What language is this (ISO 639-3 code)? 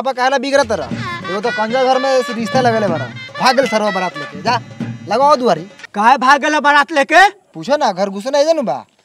bho